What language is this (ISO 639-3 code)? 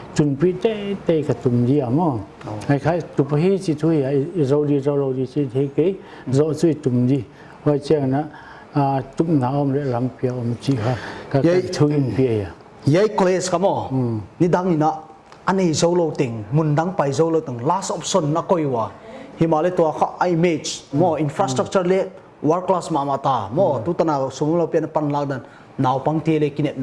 pck